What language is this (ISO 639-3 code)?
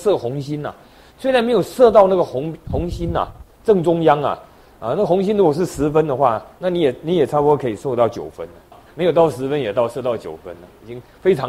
zho